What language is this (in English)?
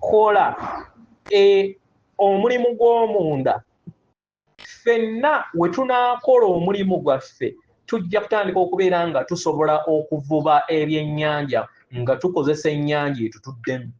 Ganda